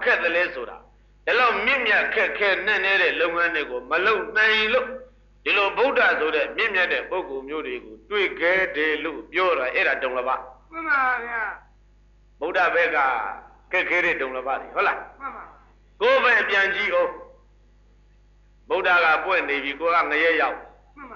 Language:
Burmese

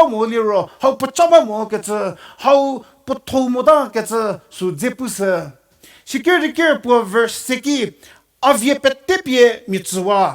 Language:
Angami Naga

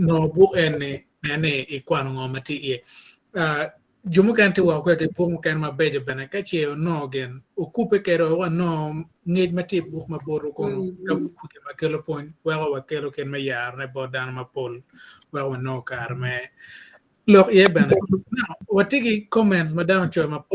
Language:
Acoli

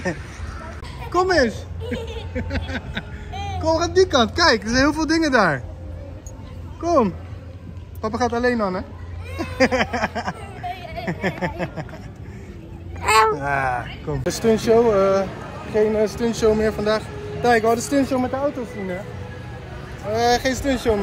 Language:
Dutch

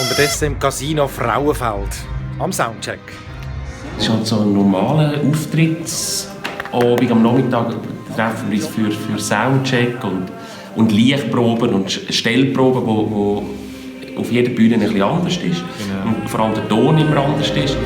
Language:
Swiss German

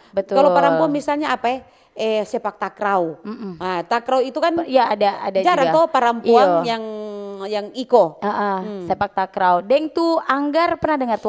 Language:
Manado Malay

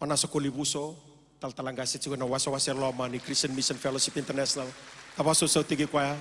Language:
Fijian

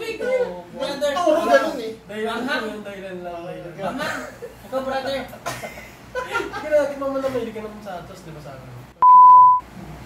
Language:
Filipino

